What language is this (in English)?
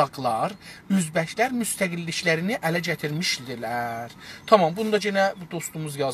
South Azerbaijani